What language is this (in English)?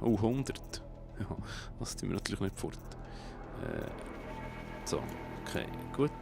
Swiss German